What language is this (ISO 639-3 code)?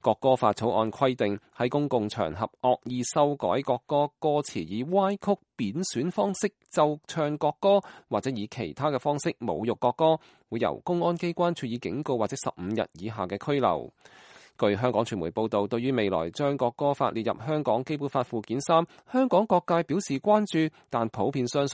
yue